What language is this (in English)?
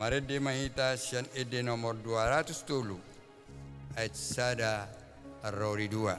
Batak Toba